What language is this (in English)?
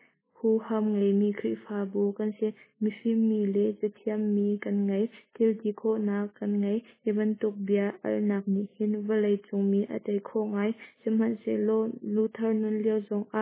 Hakha Chin